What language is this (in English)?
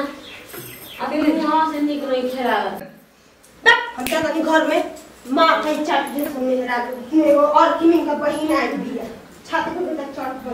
Bhojpuri